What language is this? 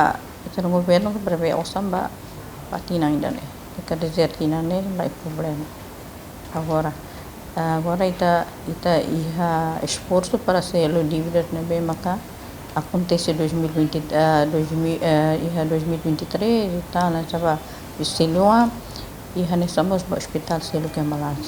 Tetum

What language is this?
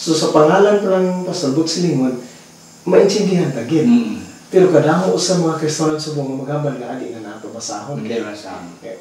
Hiligaynon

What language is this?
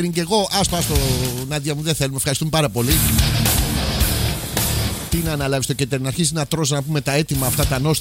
Greek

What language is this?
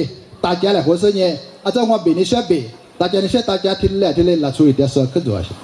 Lisu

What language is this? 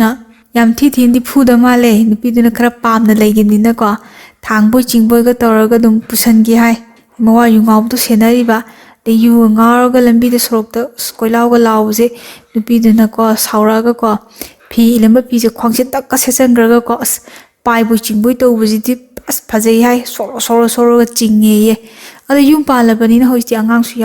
Manipuri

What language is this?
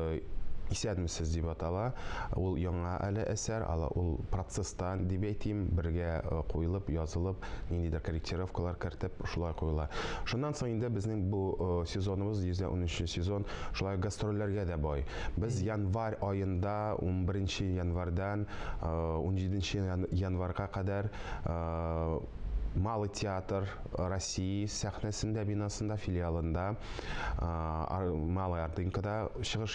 Tatar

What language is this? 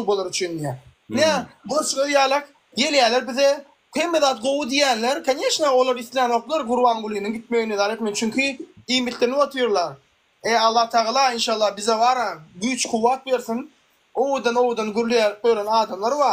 Turkmen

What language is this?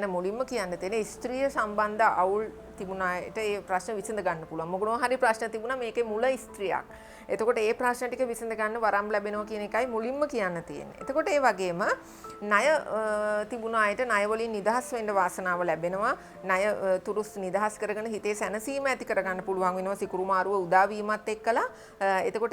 Sinhala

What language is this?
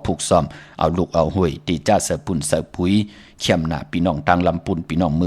Shan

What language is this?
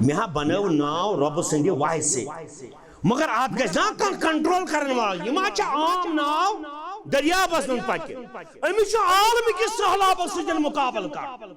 Kashmiri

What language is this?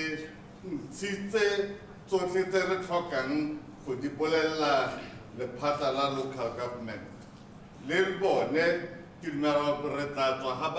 Tswana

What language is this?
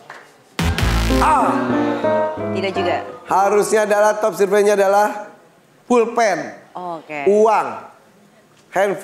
Indonesian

